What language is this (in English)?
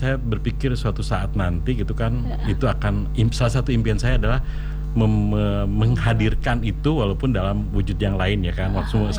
Indonesian